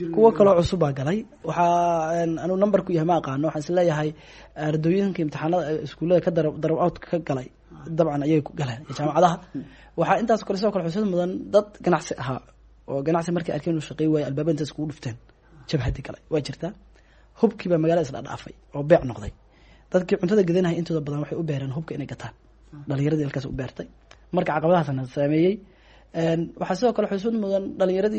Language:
Somali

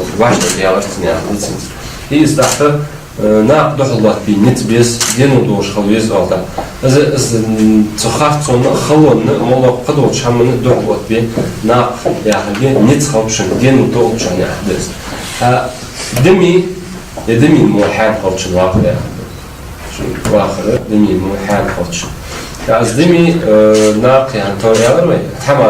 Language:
Ingush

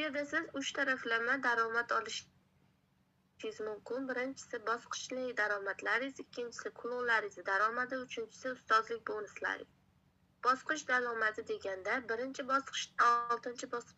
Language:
Uzbek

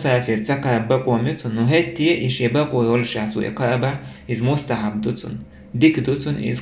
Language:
Chechen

